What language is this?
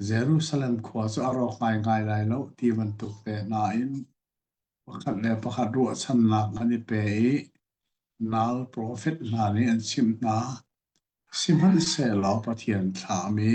Hakha Chin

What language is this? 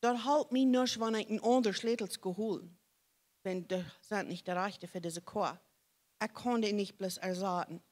Plautdietsch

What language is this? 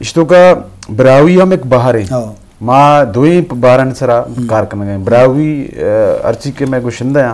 Eastern Balochi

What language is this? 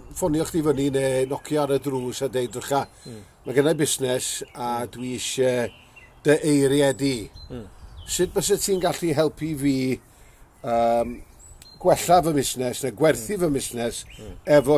Welsh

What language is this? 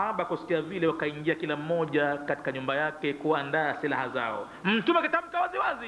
Swahili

